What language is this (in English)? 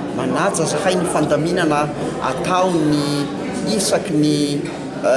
Malagasy